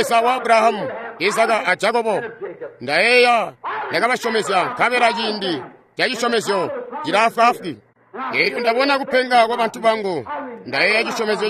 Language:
Tonga (Zambia)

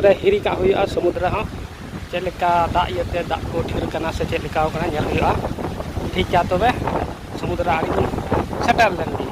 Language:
Santali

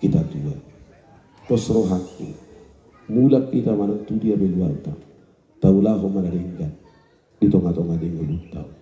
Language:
Batak Toba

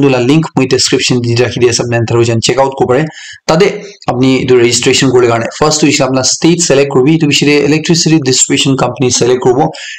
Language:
Naga Pidgin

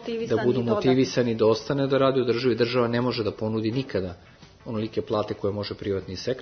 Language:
Serbian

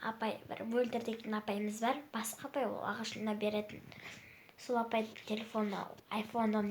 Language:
Kazakh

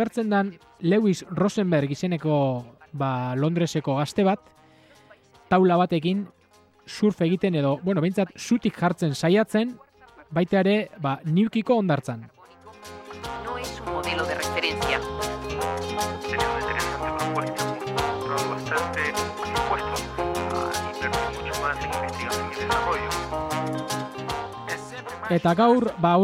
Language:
Basque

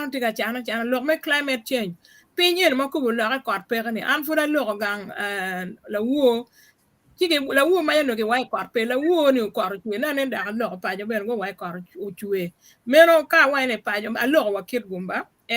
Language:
Acoli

